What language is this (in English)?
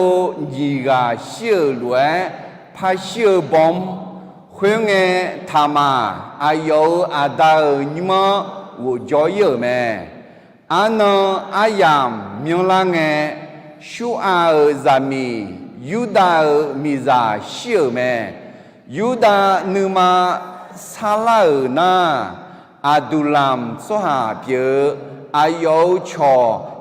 Akha